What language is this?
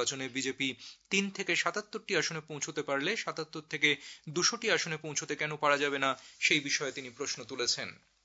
Bangla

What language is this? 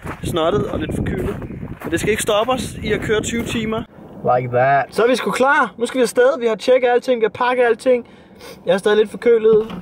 Danish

